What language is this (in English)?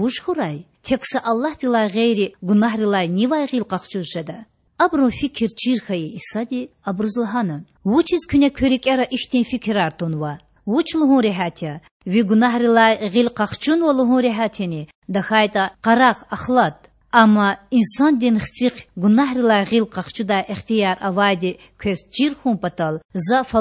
Lezghian